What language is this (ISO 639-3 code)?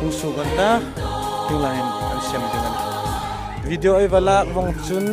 hmr